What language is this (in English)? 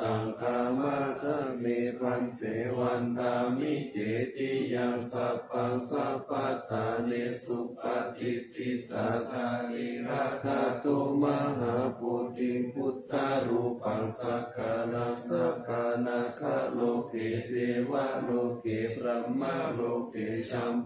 Pali